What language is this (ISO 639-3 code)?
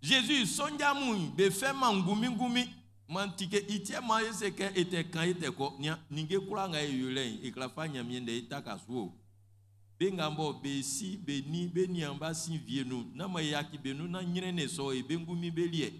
bci